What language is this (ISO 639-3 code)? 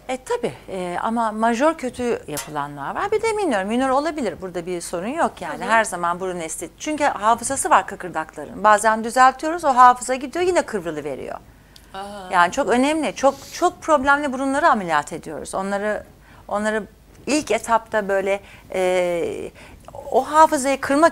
tur